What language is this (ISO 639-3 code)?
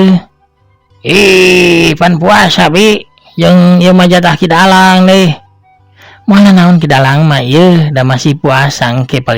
sun